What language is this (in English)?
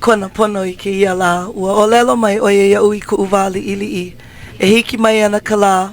Hawaiian